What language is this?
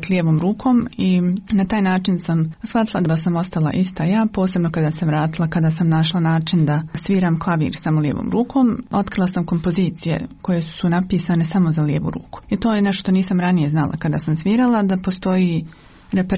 Bosnian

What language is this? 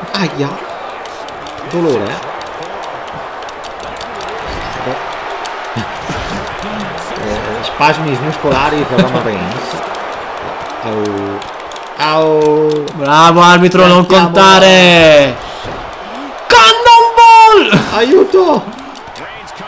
Italian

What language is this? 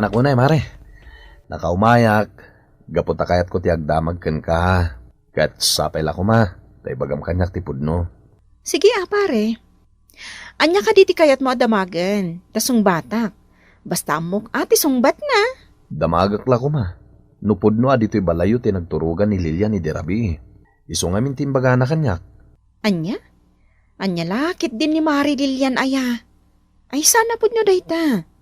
Iloko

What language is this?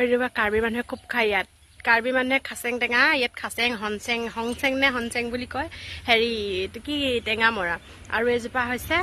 Assamese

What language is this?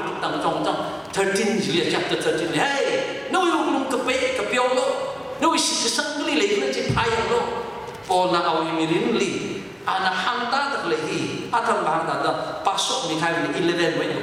Tangkhul Naga (India)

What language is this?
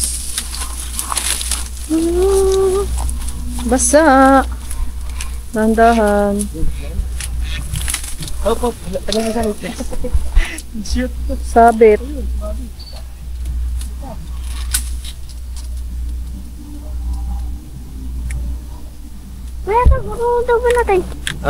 Filipino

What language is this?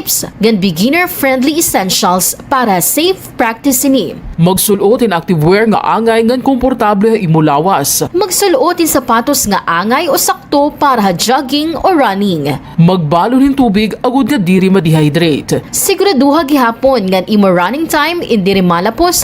Waray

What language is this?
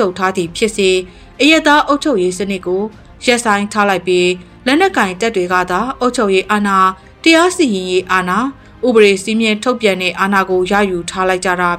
Burmese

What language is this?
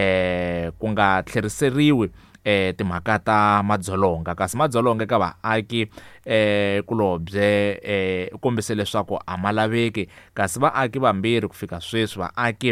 Tsonga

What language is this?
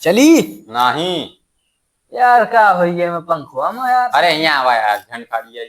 Awadhi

